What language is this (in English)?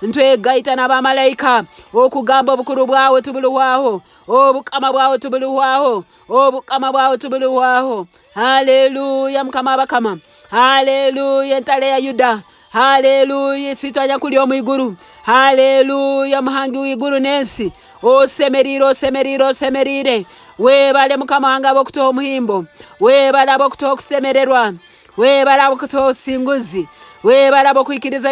Nyoro